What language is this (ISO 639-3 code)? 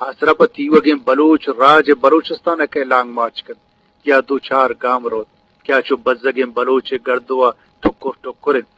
bgp